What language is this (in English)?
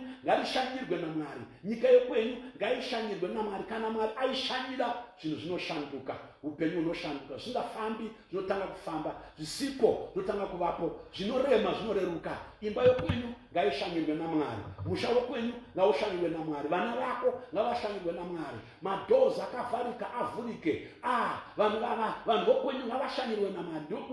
Shona